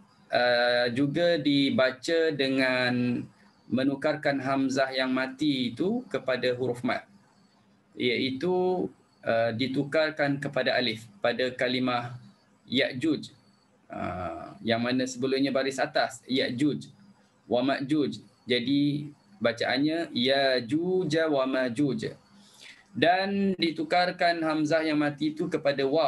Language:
Malay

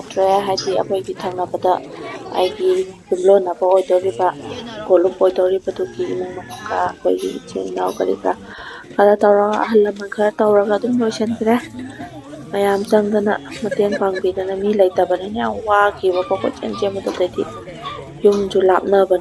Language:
Manipuri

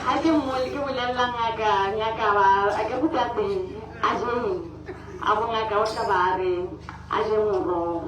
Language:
Tswana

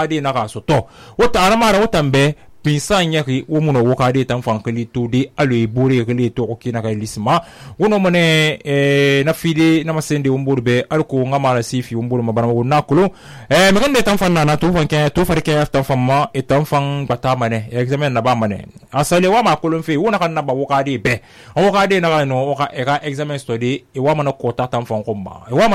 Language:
Susu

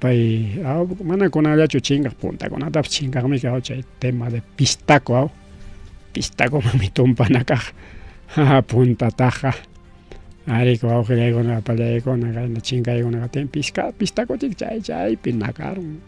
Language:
Ayacucho Quechua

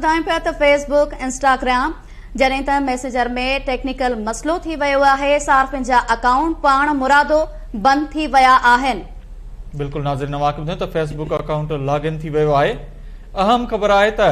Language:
Sindhi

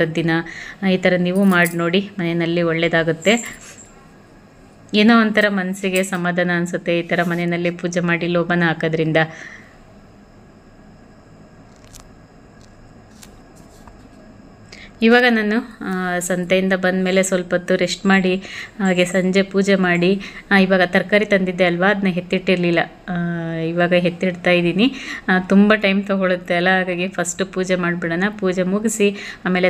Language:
Kannada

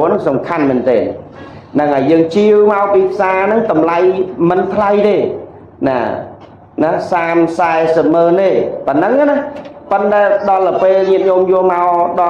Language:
Khmer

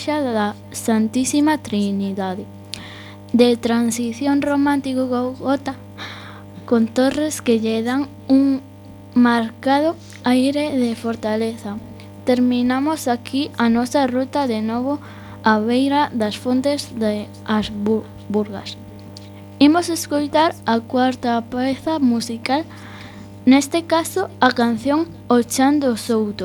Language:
Galician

